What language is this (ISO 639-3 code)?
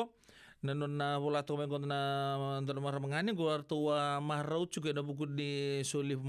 fij